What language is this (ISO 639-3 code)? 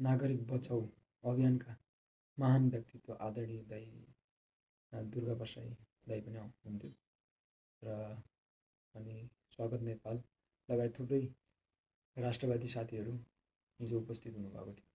nep